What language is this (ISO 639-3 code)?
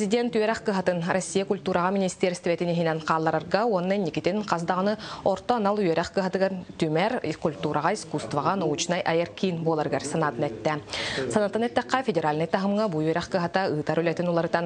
sah